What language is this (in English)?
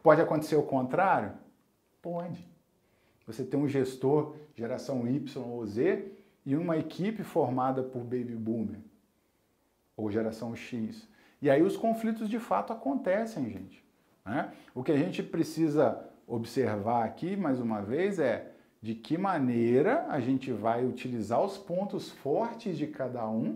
Portuguese